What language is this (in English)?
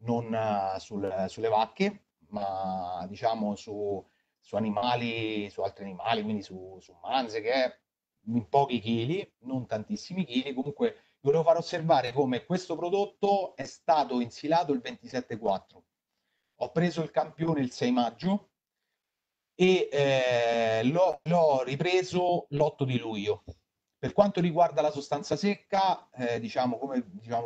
Italian